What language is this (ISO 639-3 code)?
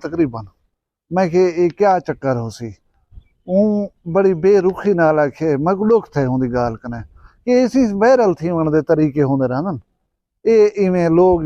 skr